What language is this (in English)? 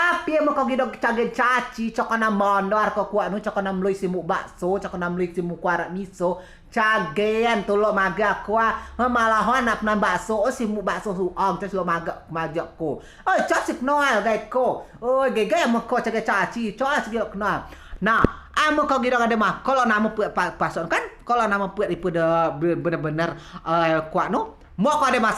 Rejang